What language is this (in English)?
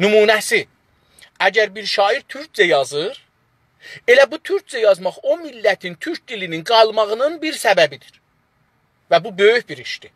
South Azerbaijani